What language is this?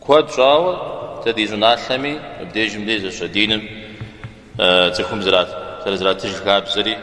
Kabardian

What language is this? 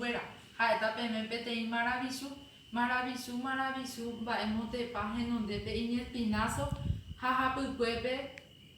Guarani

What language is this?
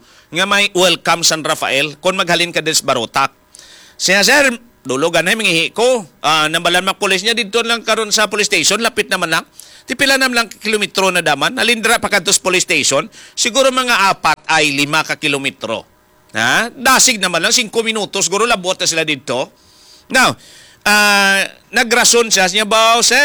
Hiligaynon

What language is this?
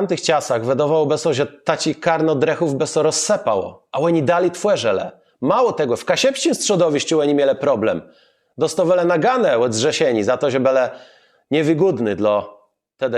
Kashubian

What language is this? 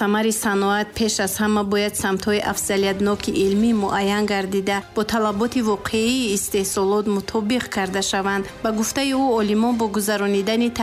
Tajik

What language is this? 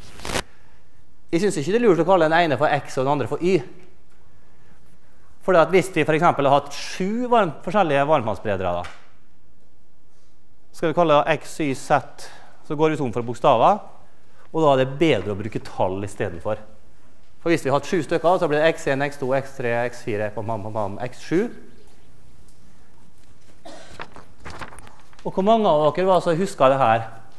Norwegian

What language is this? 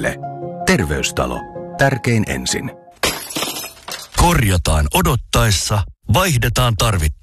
Finnish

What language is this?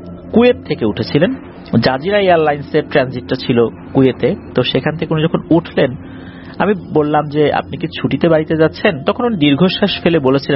Bangla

